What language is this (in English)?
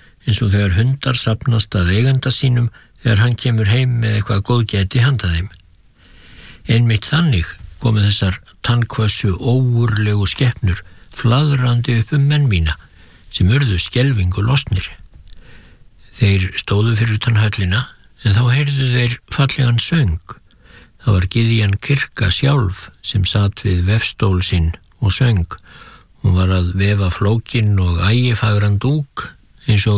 Icelandic